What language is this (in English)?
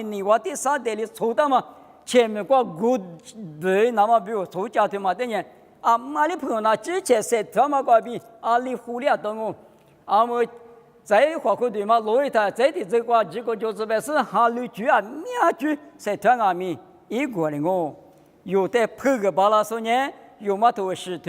Lisu